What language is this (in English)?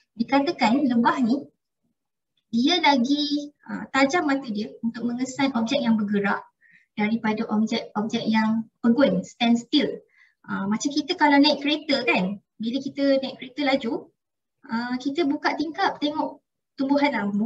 Malay